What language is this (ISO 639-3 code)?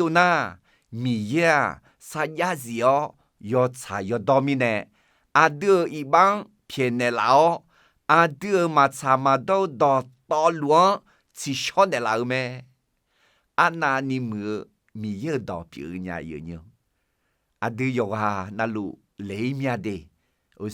ahk